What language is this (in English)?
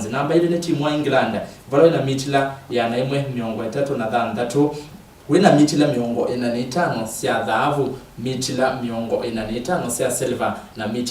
Kamba